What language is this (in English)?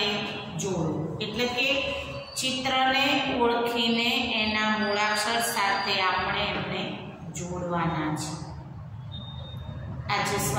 Gujarati